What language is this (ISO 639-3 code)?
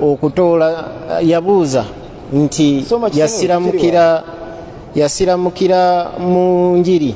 lug